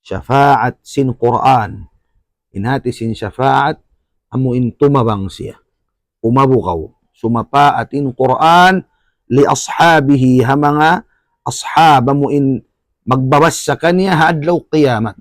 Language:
Tausug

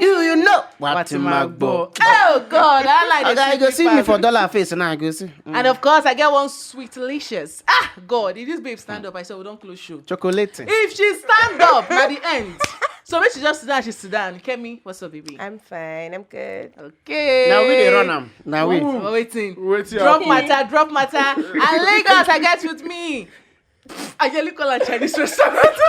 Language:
Nigerian Pidgin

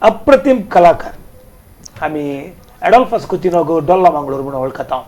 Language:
Konkani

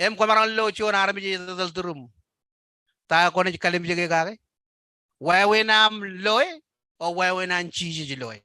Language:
Marshallese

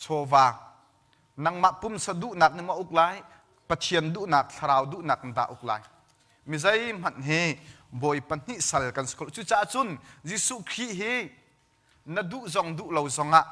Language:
Hakha Chin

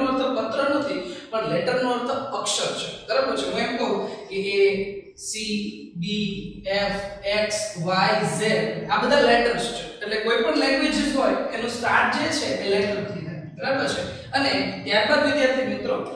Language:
Gujarati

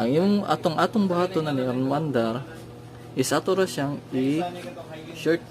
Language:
Cebuano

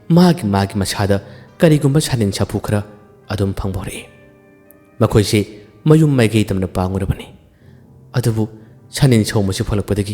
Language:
Manipuri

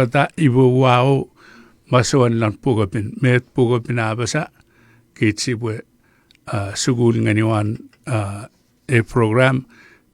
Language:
Chuukese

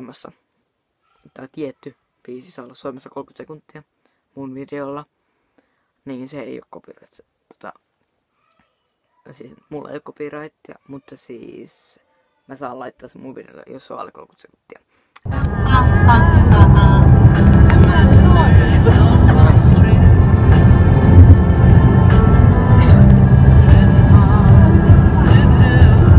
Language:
Finnish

